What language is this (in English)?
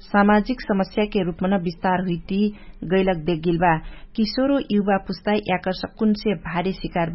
Dangaura Tharu